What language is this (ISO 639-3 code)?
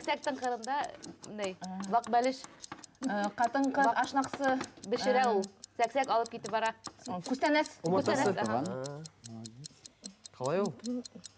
bak